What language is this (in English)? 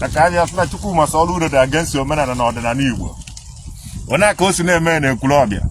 Igbo